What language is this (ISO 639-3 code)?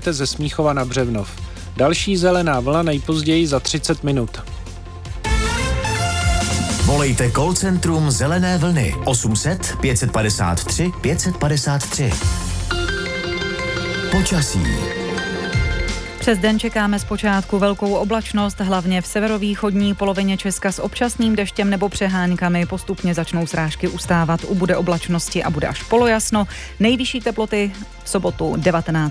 ces